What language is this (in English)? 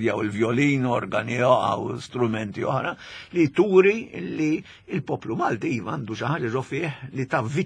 Maltese